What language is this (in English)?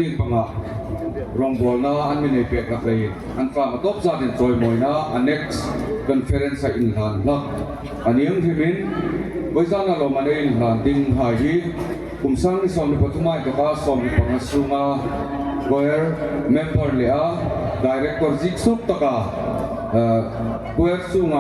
Hmar